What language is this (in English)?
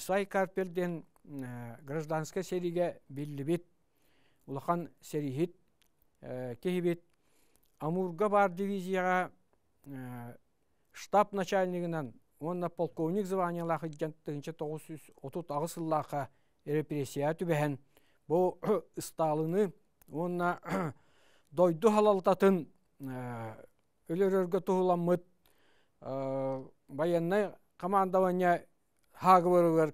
Yakut